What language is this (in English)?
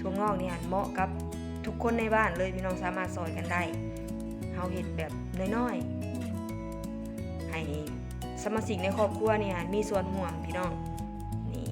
Northeastern Thai